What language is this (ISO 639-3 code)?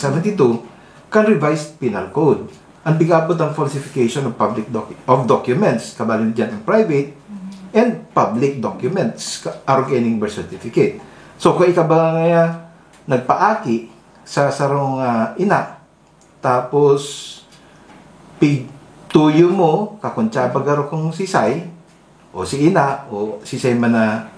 bik